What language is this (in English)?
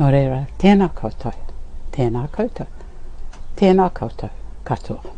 Māori